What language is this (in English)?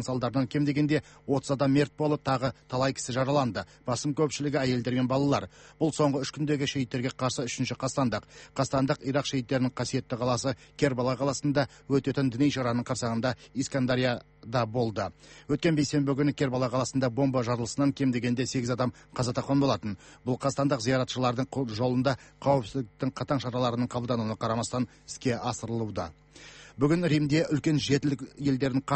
Kazakh